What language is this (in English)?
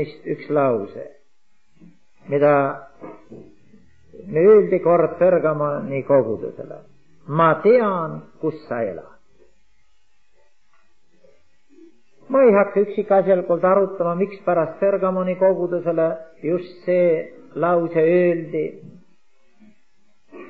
Estonian